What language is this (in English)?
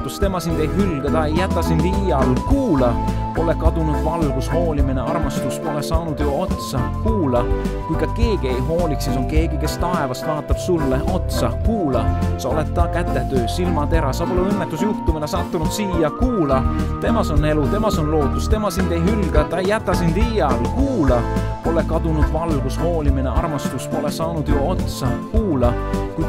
Estonian